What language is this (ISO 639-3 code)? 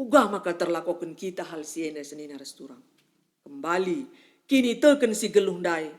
btx